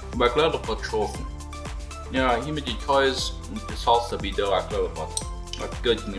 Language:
Plautdietsch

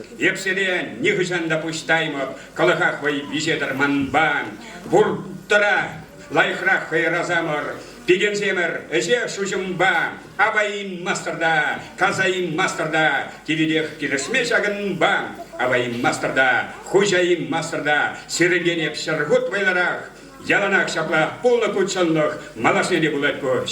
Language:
Chuvash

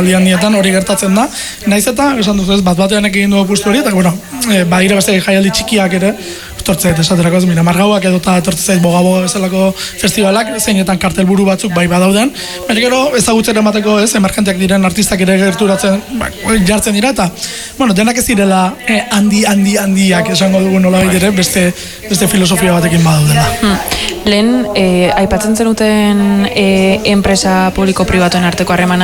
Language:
Basque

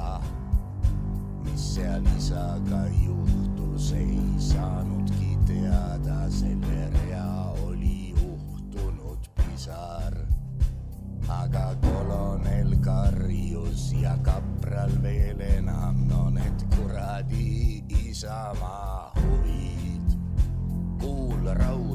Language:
Estonian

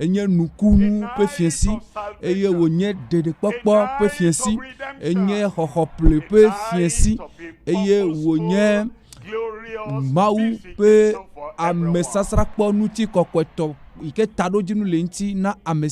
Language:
Ewe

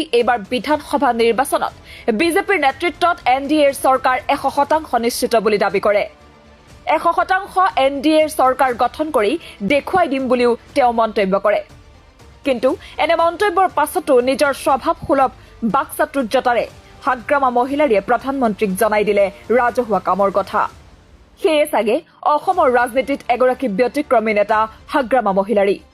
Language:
Assamese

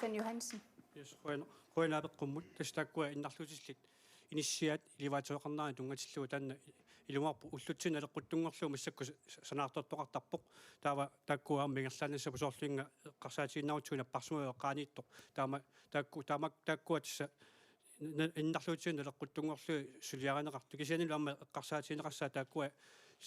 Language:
Kalaallisut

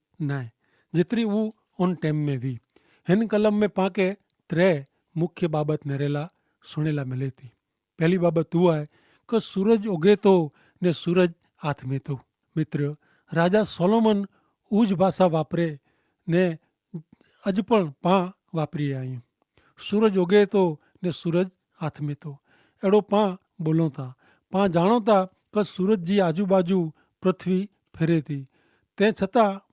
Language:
Kachhi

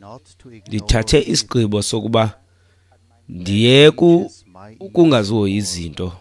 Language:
Xhosa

